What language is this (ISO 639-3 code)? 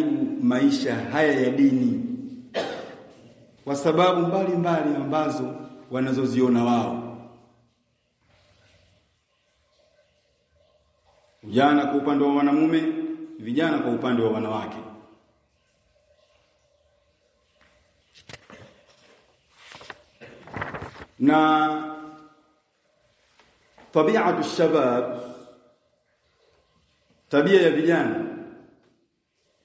swa